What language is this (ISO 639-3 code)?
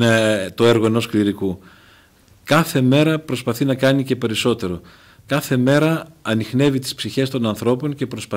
ell